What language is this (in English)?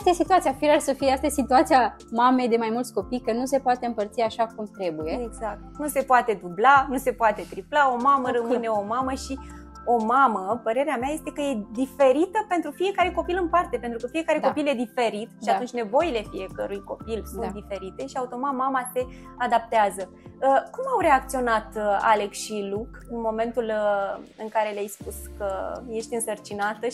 Romanian